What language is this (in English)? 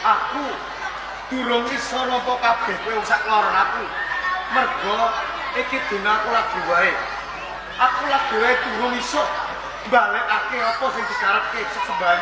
Javanese